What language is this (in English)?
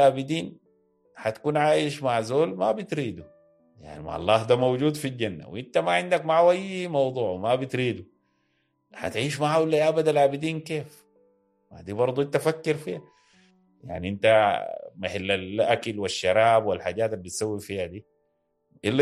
Sudanese Arabic